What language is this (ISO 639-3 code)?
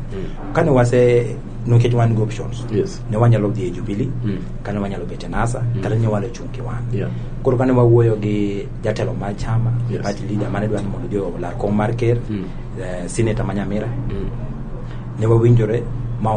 luo